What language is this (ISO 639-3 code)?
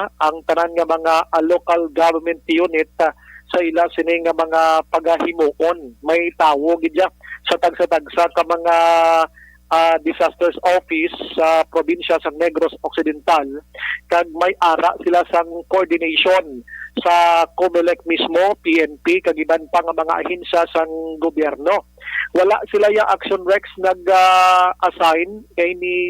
hil